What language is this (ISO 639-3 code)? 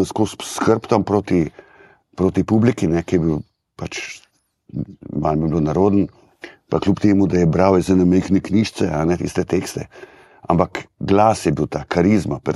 slv